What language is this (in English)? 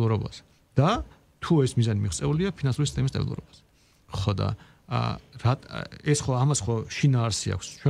Georgian